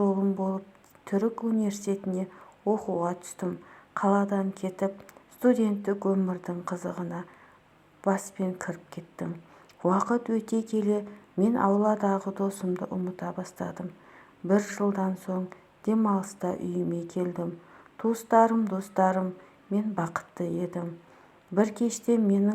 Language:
Kazakh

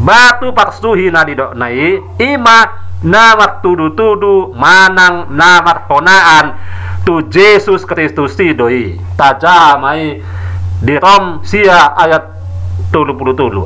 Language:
Batak Toba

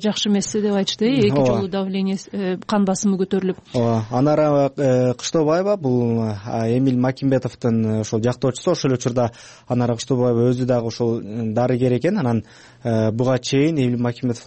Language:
Kyrgyz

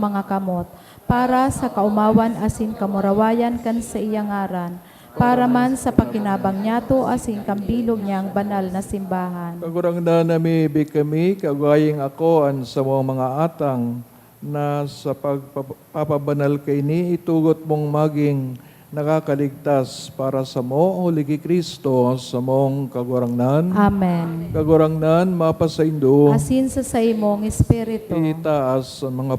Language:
Bikol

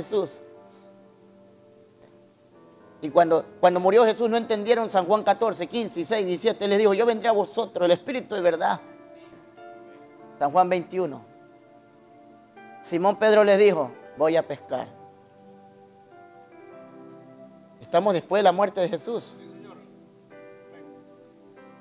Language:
Spanish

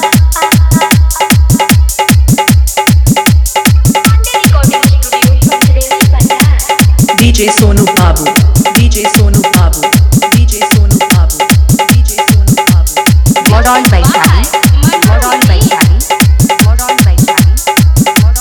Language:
Bhojpuri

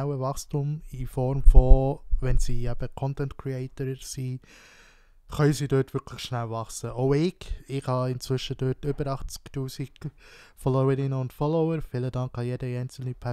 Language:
Swiss German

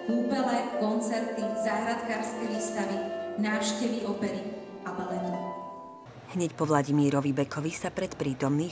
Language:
Slovak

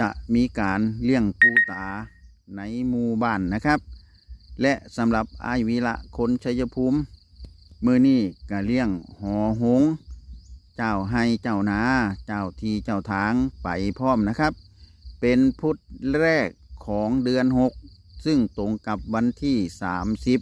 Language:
Northeastern Thai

